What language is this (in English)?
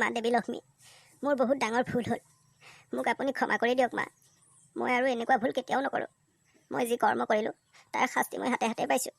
Assamese